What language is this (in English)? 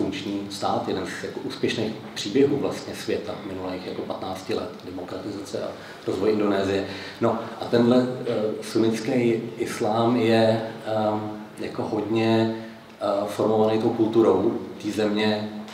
Czech